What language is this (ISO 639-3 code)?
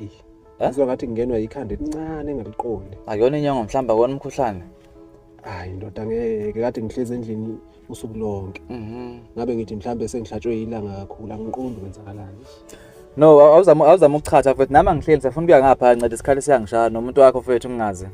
zul